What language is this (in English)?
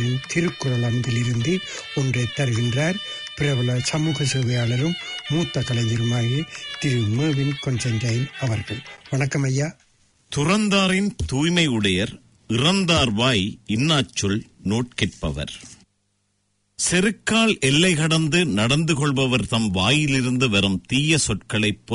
Tamil